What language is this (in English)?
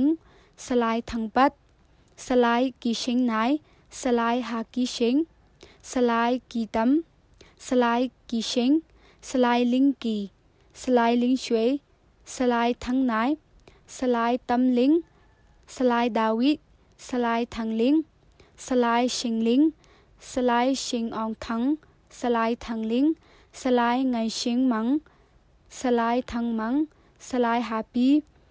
Hakha Chin